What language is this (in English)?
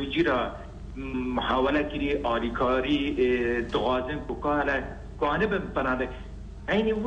Kurdish